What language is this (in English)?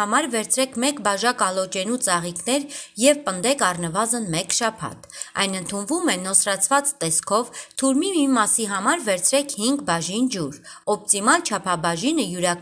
Armenian